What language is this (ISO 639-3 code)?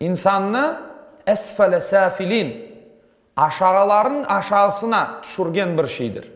crh